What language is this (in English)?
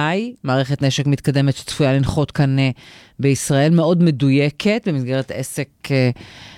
Hebrew